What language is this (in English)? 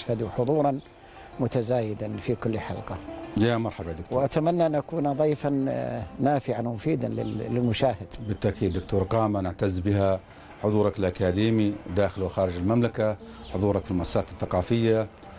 Arabic